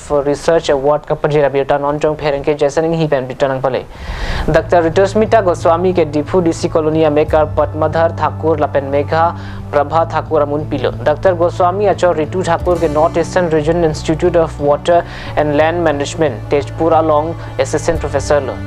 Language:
Karbi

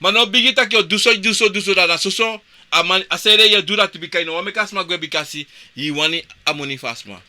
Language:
Sranan Tongo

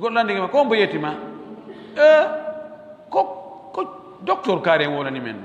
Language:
Pular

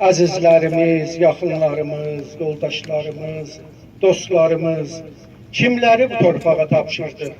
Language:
South Azerbaijani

